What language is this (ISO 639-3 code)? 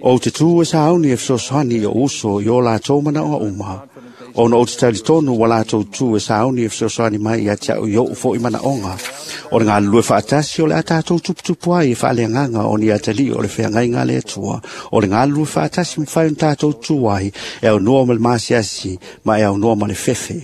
smo